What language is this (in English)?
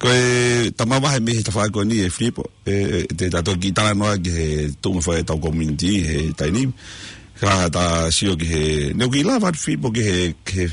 Tongan